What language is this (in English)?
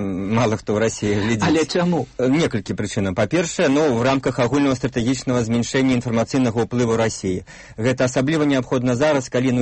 Belarusian